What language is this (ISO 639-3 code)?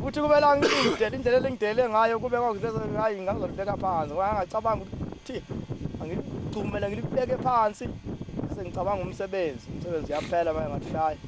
zul